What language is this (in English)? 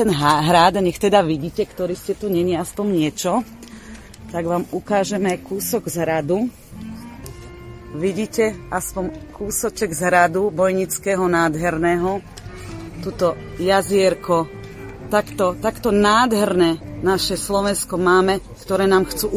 Slovak